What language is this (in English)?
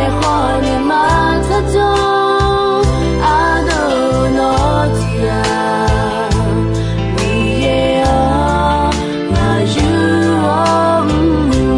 Akha